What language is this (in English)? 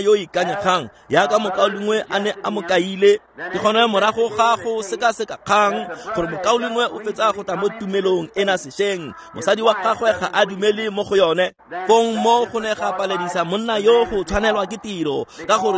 Tswana